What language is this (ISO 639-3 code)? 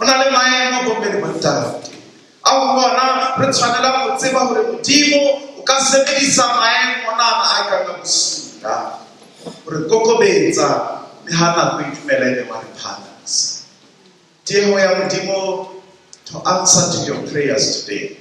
sot